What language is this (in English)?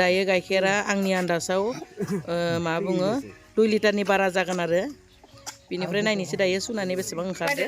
Bodo